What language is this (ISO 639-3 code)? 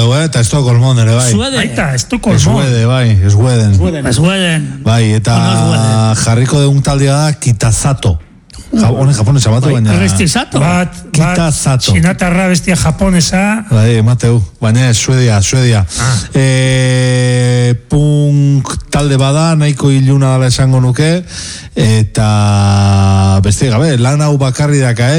eus